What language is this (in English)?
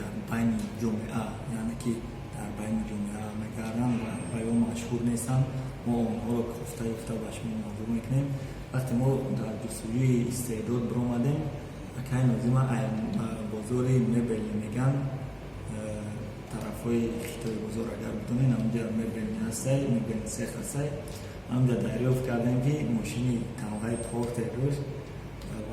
Tajik